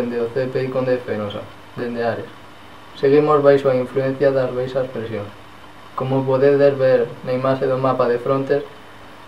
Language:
Galician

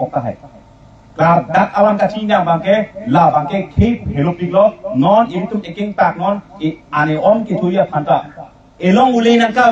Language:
Karbi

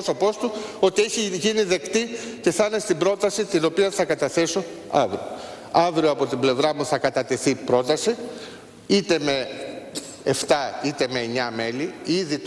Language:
Greek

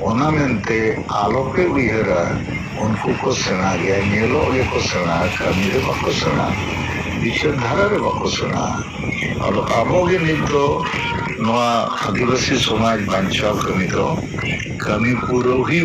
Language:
Santali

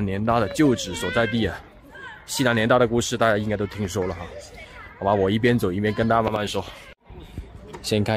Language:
Chinese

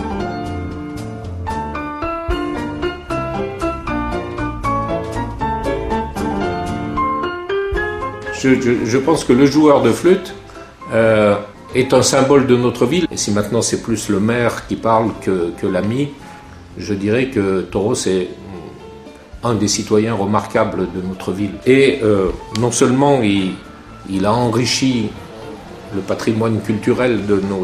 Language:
French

